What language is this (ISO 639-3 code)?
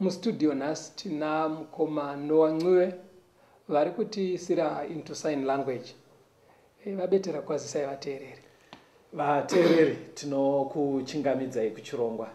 sna